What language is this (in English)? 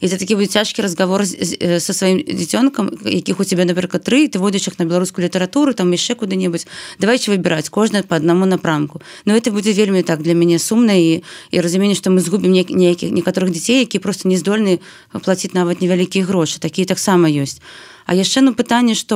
Belarusian